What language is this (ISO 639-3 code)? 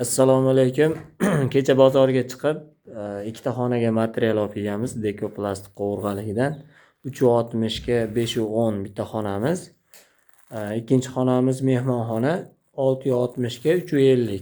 uzb